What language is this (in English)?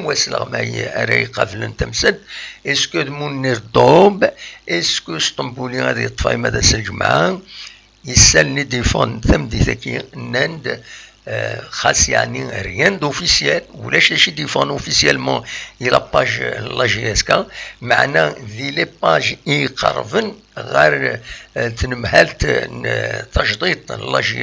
Kabyle